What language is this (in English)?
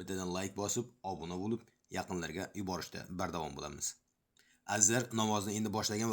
Uzbek